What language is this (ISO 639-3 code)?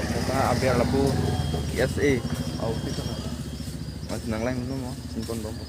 mjw